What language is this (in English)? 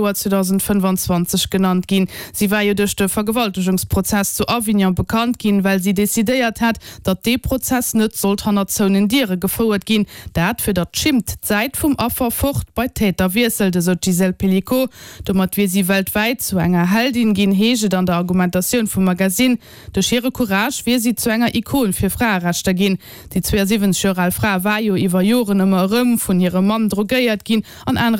Luxembourgish